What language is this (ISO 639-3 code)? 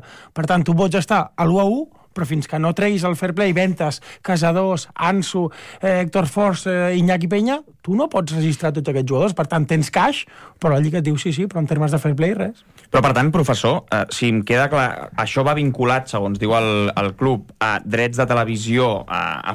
cat